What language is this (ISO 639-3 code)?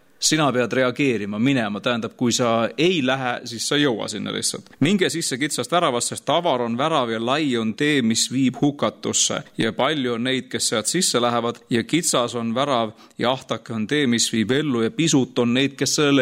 est